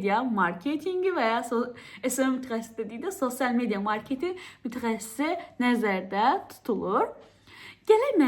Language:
Azerbaijani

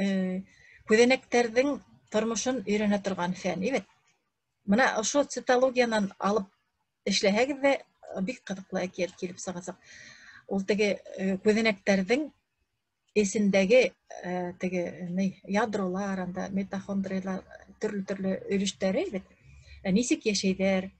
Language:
Bashkir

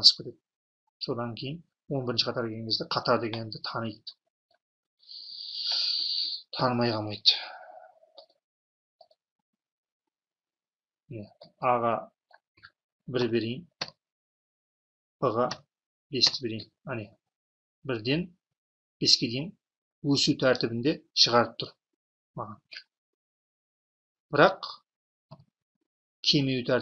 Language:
Kazakh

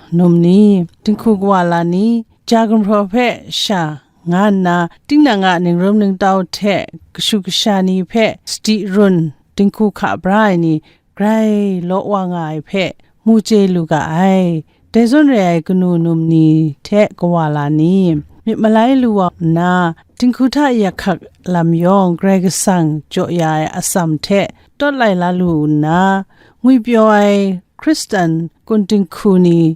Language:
Kachin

